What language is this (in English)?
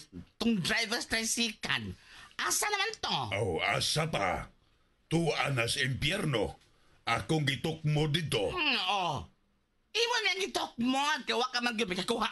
Cebuano